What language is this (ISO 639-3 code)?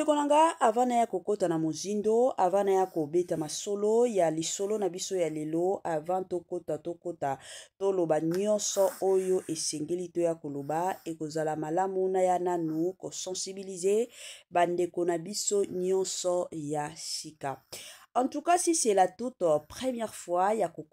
lin